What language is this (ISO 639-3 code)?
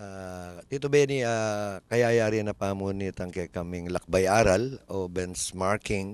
pam